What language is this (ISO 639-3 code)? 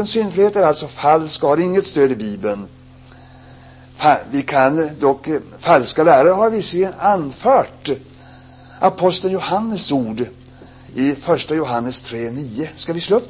swe